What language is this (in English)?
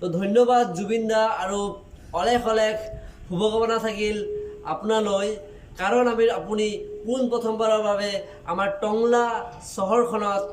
Assamese